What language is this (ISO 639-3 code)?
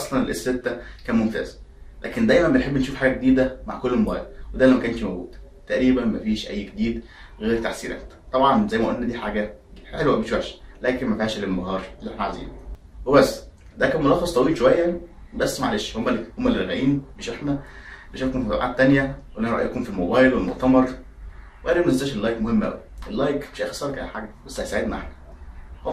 arz